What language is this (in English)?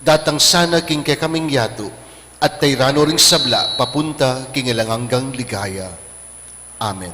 Pampanga